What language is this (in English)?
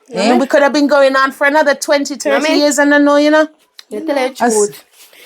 Jamaican Creole English